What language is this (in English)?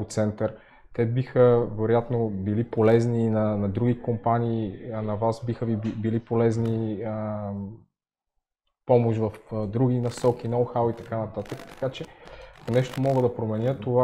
Bulgarian